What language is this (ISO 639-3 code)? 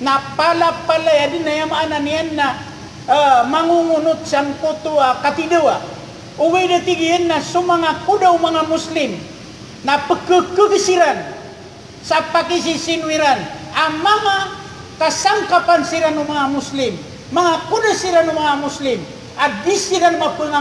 mrw